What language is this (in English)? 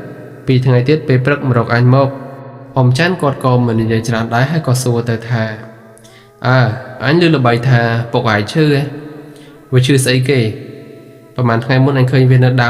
Khmer